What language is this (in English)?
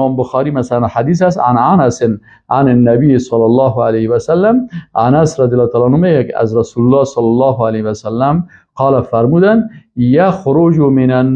Persian